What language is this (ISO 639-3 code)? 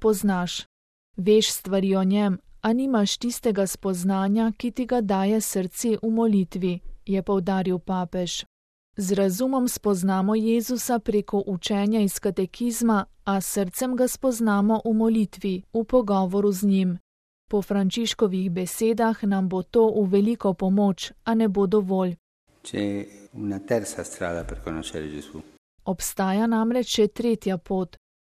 slv